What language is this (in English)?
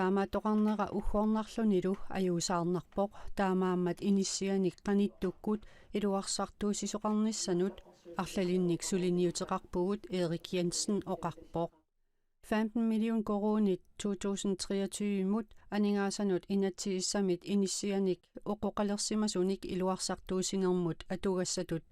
Kalaallisut